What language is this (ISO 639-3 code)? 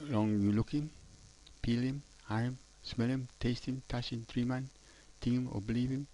tpi